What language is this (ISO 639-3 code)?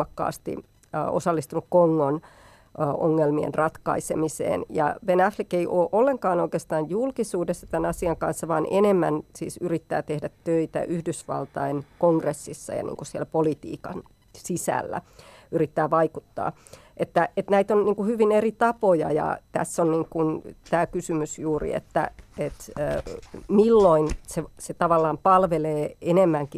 fin